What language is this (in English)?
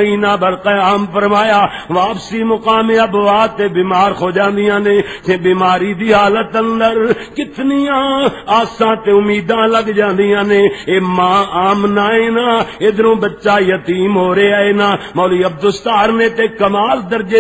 Western Panjabi